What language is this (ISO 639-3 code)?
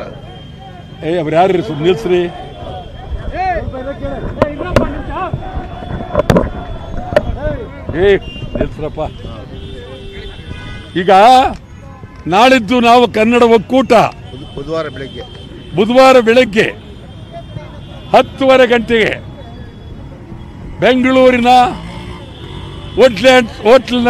kan